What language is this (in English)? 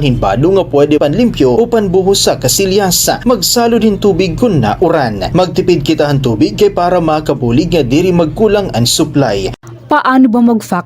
Waray